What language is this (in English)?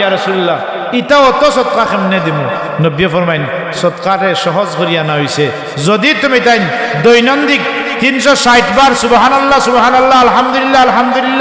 Sylheti